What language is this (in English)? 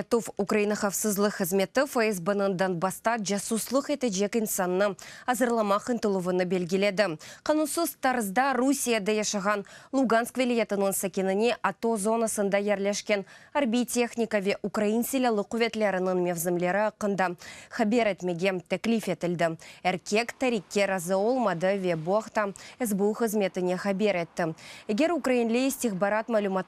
Crimean Tatar